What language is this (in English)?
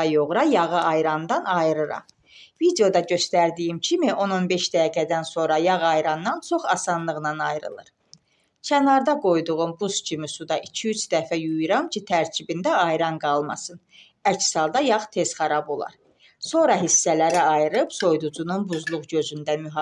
Azerbaijani